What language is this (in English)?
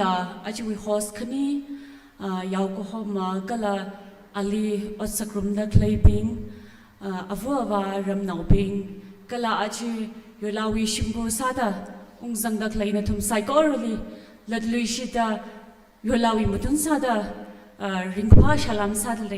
Tangkhul Naga (India)